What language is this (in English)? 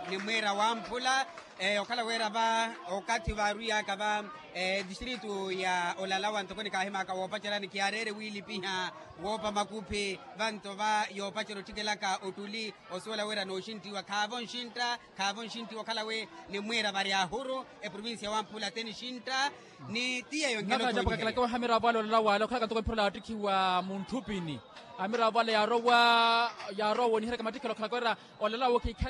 Makhuwa